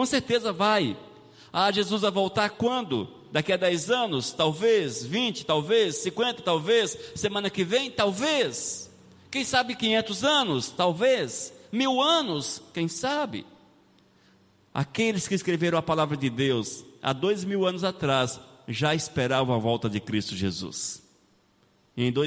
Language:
Portuguese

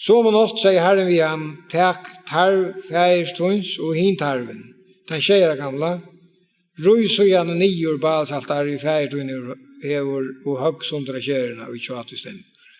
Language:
Faroese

